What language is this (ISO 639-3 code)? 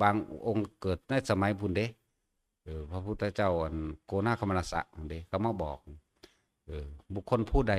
tts